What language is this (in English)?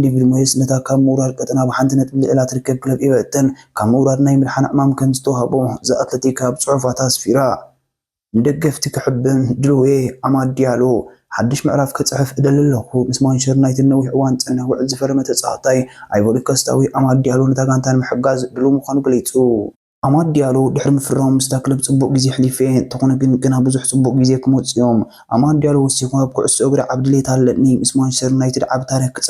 Tigrinya